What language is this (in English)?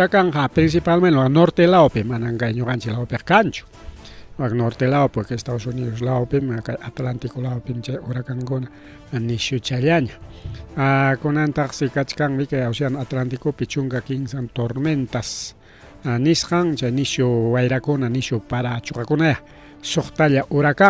Ayacucho Quechua